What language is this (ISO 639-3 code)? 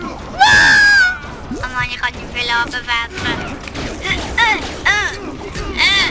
gsw